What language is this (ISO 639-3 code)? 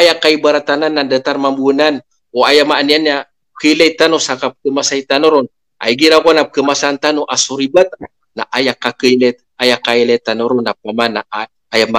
mrw